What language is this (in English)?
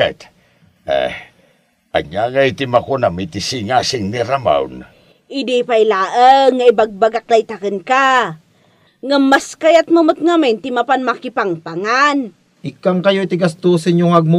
Iloko